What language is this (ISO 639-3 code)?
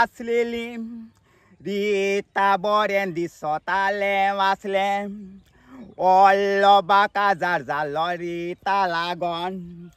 kok